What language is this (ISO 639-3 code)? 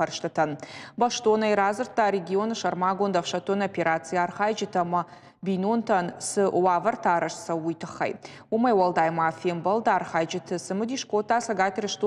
oss